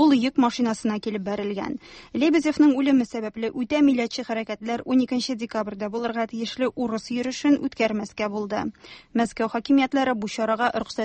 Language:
Tatar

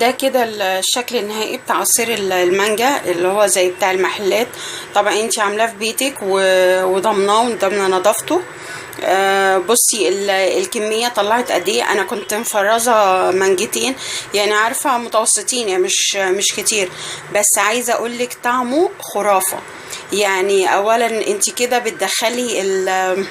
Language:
Egyptian Arabic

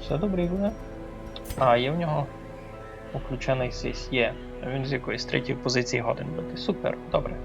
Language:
Rusyn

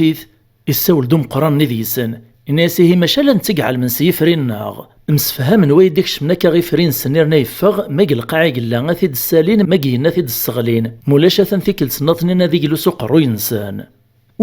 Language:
Kabyle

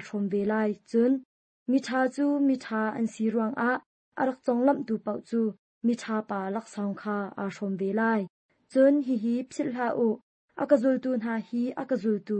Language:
Hakha Chin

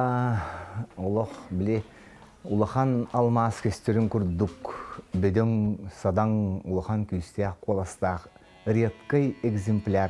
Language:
Yakut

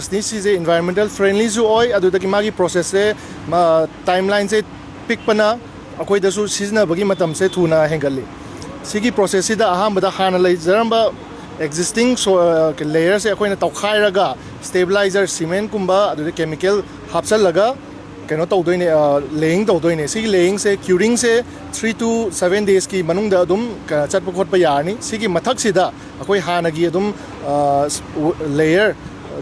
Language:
Manipuri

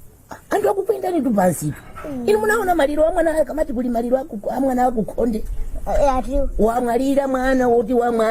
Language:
Nyanja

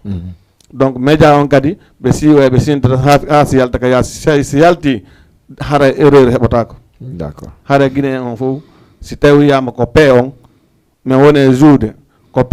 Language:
Fula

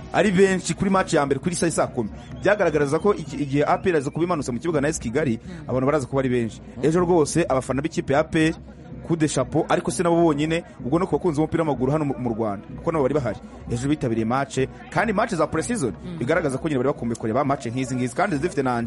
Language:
Kinyarwanda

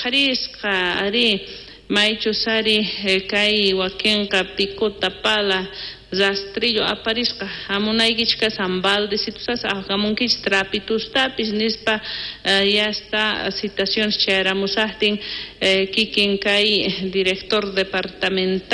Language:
South Bolivian Quechua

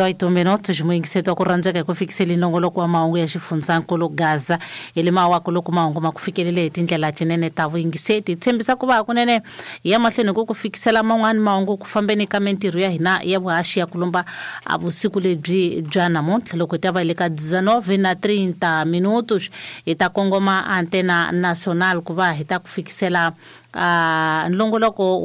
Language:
Tsonga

